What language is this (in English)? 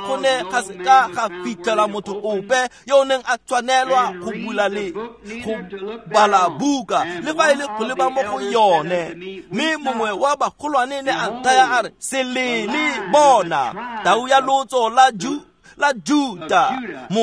Tswana